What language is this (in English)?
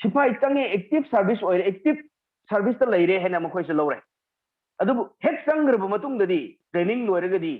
Manipuri